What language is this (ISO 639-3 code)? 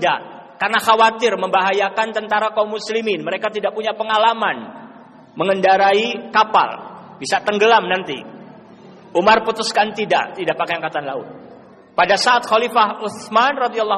ind